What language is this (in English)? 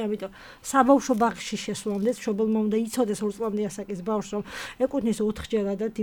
Georgian